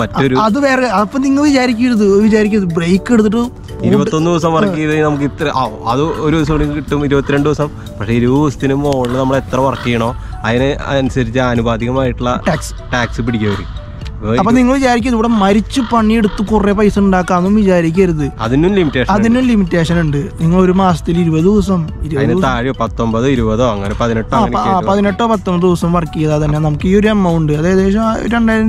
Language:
Malayalam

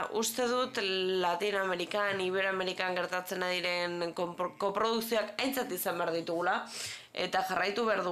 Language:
Basque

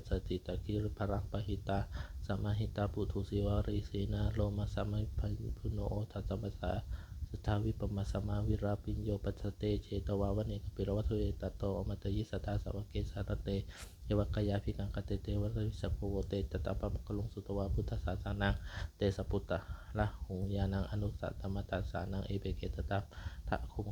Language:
Pali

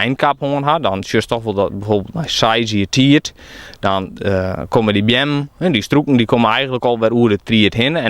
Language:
Western Frisian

